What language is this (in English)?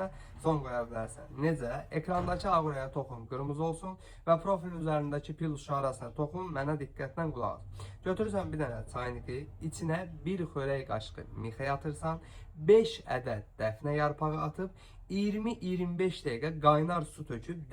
Azerbaijani